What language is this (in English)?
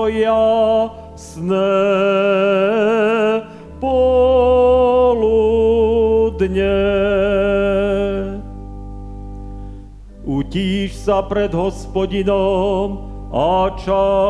Slovak